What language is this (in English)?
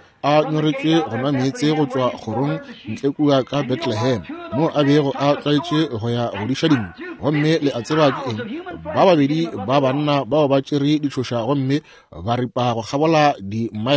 Northern Sotho